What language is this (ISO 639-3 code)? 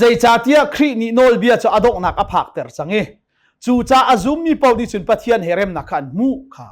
cnh